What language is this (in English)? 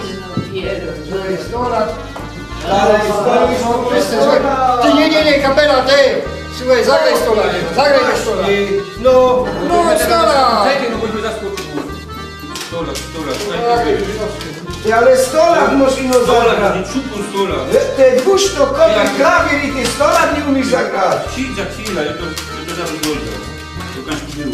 Silesian